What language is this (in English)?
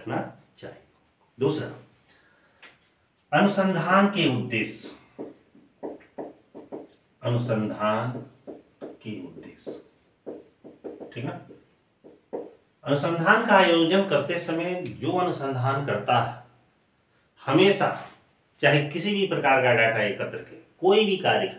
Hindi